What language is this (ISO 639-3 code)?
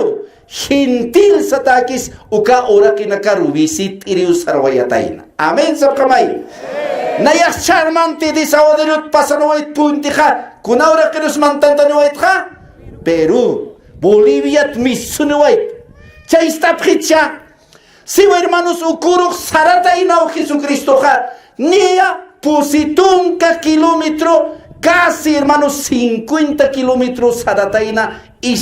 aym